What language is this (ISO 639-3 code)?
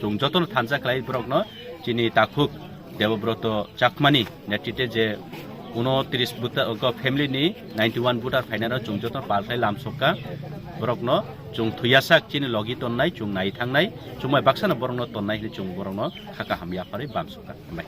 trp